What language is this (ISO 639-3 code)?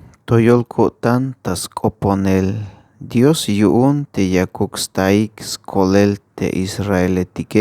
tzh